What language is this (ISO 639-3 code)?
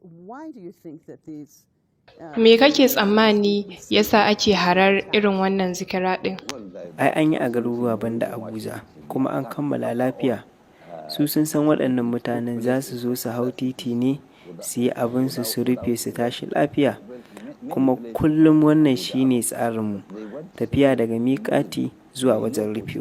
hau